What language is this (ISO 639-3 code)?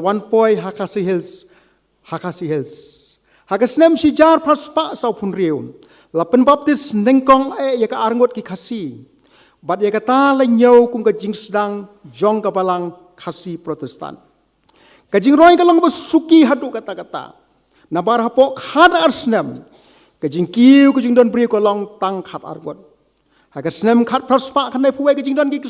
kha